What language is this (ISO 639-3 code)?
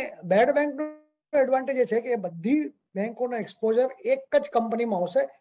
guj